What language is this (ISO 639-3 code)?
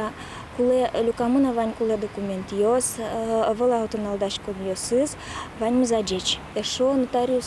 udm